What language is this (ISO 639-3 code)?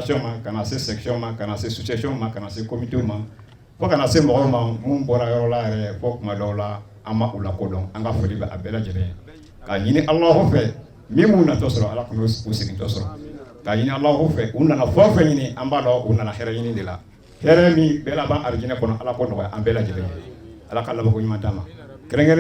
bam